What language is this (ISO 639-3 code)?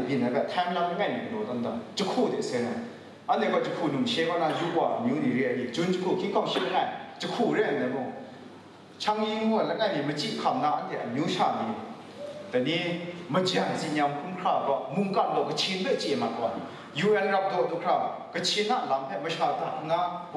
kac